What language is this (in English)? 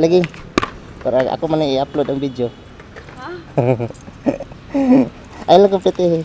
Cebuano